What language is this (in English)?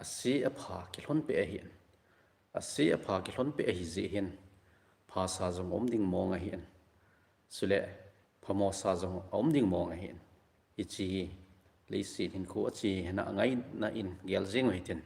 Thado Chin